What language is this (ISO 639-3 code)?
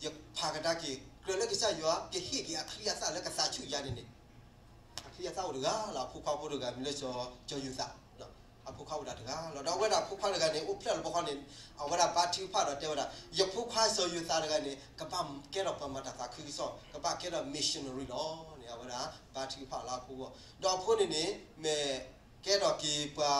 ksw